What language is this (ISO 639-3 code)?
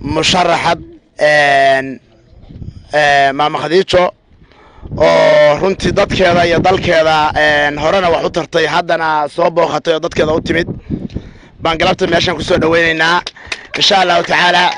som